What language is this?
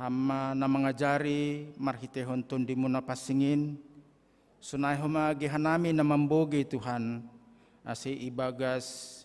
Batak Simalungun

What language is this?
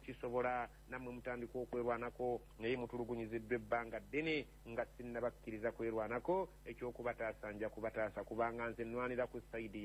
Ganda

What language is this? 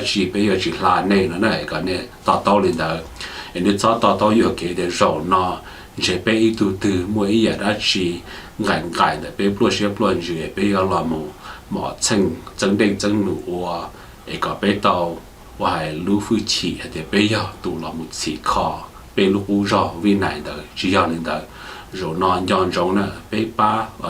Hmong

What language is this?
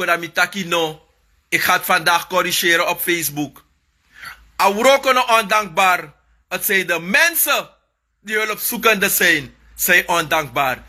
Sranan Tongo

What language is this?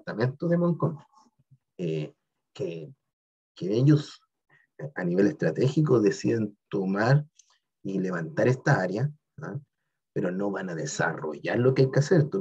Spanish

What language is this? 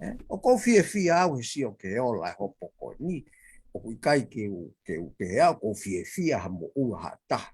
Tongan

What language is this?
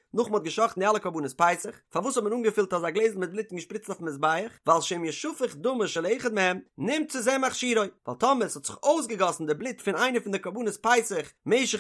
Yiddish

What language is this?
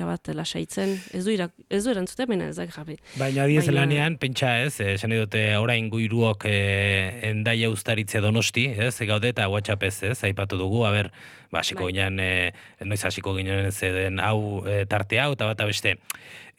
Basque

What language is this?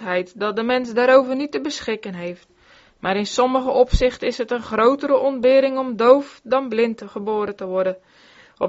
Dutch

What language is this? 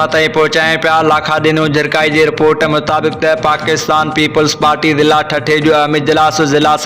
Sindhi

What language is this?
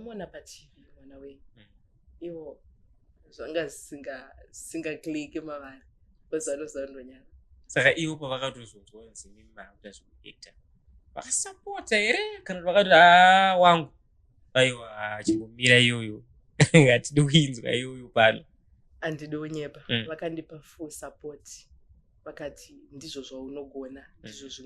Shona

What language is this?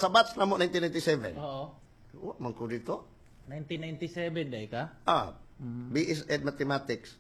Cebuano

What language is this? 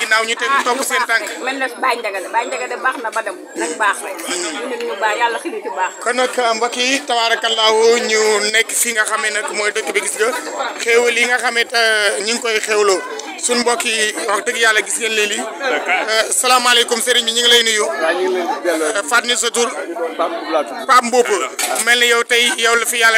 Wolof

